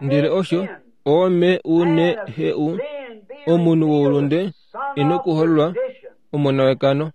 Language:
Kuanyama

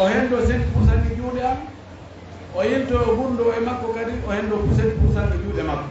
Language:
Fula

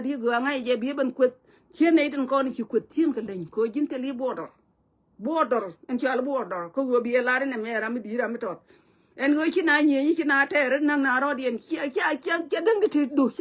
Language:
Nuer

